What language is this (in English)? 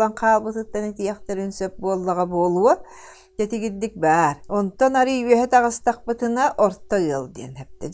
Yakut